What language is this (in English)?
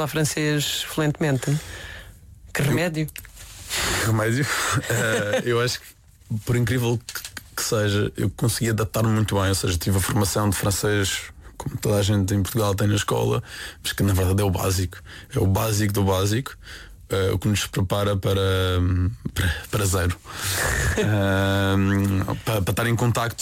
Portuguese